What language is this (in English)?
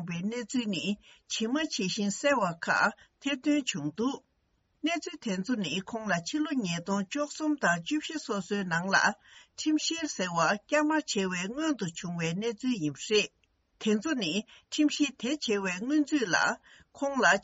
Tibetan